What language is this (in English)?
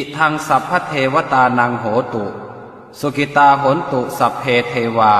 Pali